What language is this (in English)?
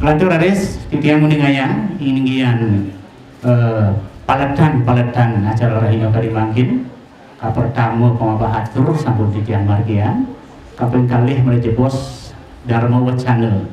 Balinese